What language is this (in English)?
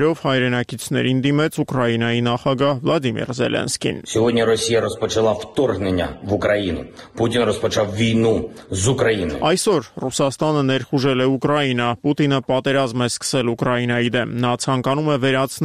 Armenian